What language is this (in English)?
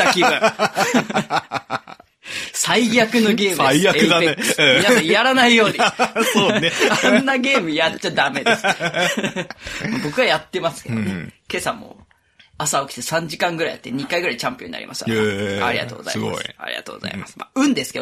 Japanese